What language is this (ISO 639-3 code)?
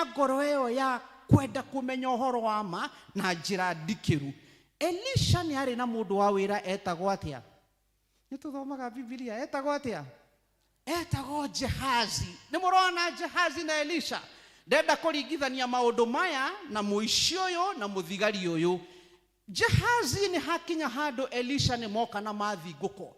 kik